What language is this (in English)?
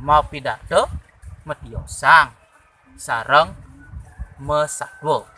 Balinese